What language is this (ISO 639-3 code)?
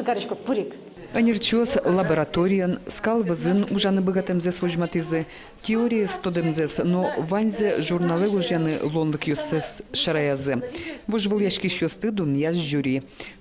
udm